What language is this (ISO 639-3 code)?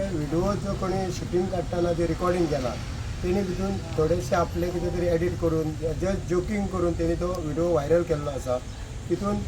kok